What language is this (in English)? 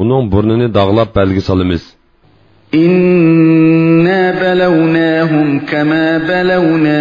Uyghur